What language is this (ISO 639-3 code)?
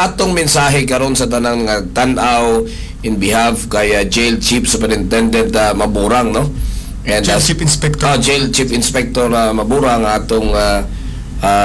ceb